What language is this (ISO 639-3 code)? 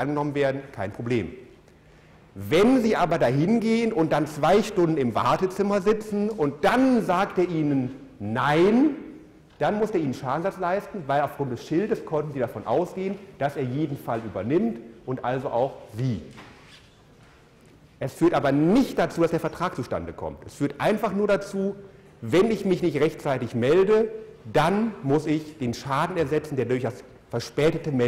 deu